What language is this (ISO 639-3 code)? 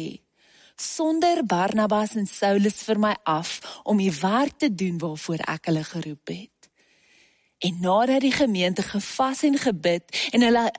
afr